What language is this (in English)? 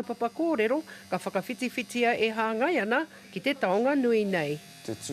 Māori